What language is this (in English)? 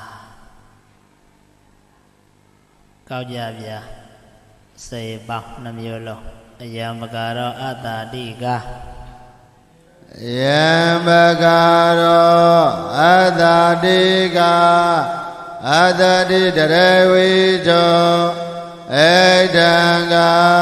Burmese